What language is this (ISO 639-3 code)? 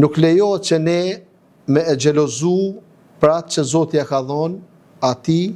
sqi